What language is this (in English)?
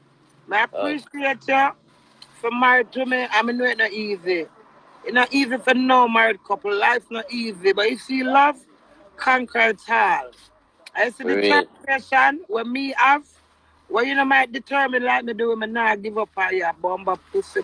Jamaican Creole English